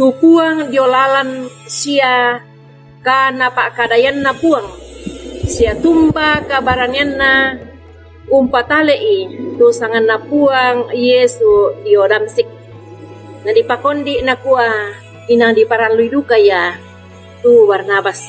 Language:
Toraja-Sa'dan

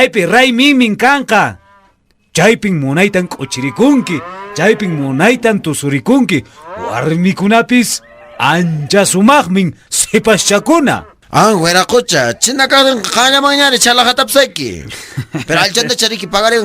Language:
Quechua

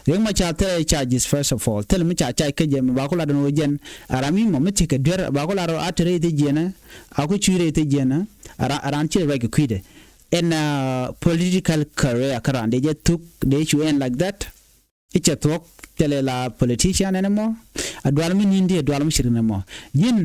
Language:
Nuer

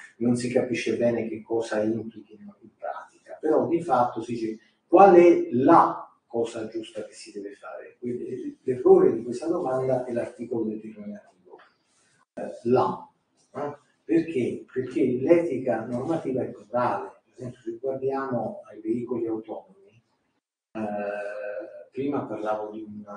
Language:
Italian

